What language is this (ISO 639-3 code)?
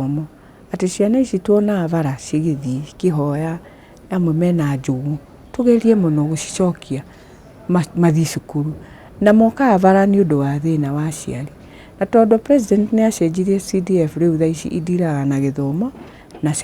kik